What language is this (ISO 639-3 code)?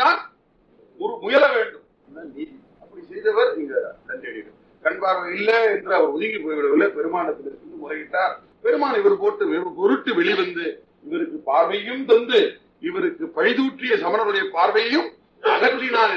tam